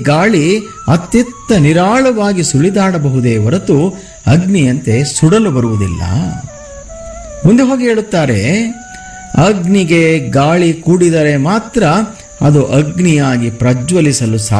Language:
Kannada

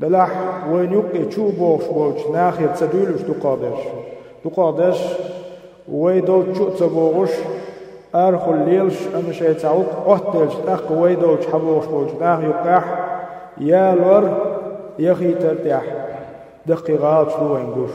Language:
Chechen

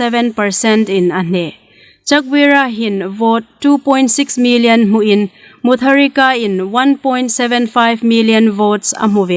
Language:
Hmar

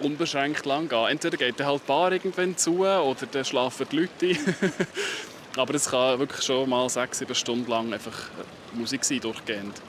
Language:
Swiss German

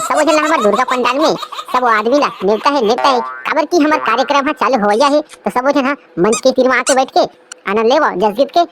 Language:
Chhattisgarhi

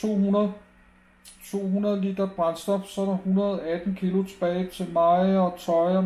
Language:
Danish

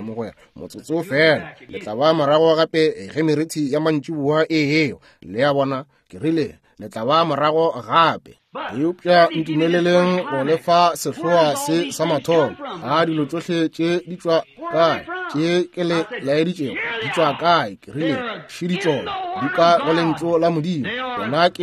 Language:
Northern Sotho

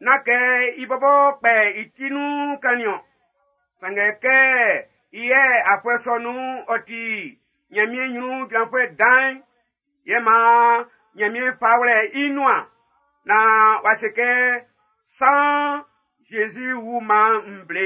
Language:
Baoulé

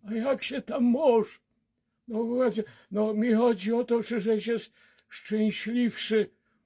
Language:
Silesian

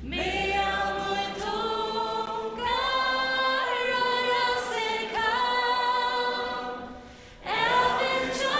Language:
Faroese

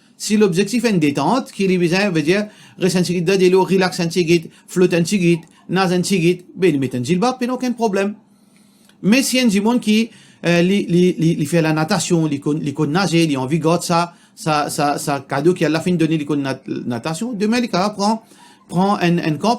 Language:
Morisyen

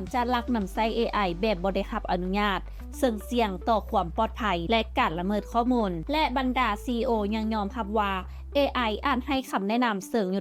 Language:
Lao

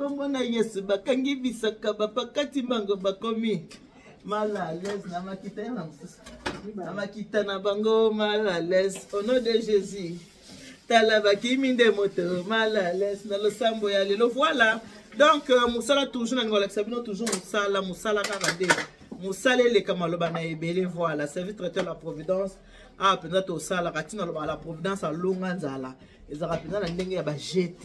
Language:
Lingala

